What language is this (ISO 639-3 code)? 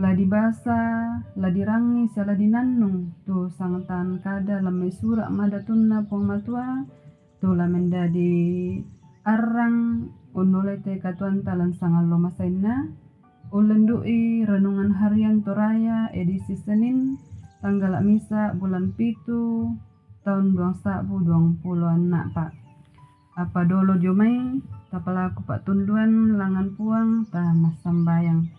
sda